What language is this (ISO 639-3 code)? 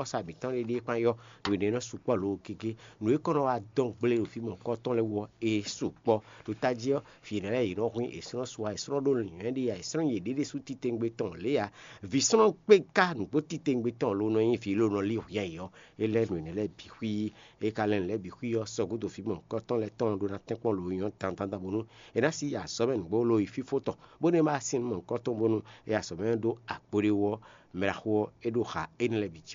fon